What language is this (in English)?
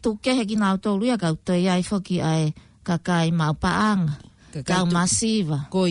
Tongan